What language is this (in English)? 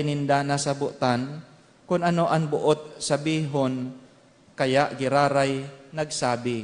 Bikol